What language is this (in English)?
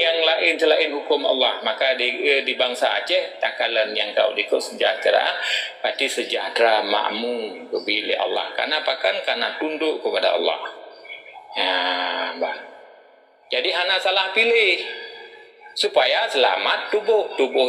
Achinese